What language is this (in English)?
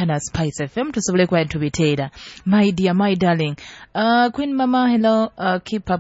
Nyoro